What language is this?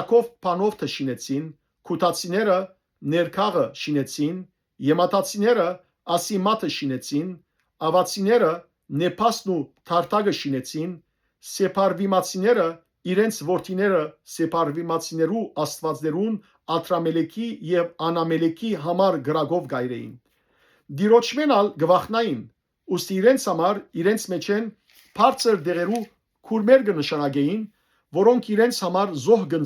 Western Armenian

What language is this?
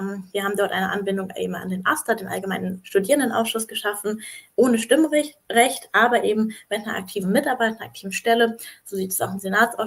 German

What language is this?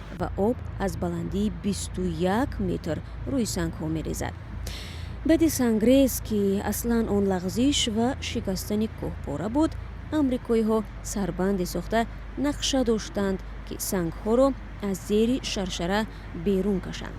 Tajik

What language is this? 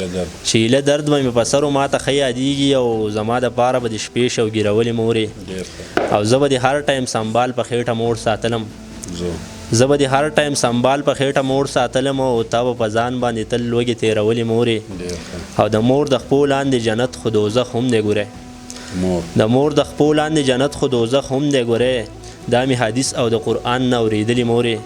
Pashto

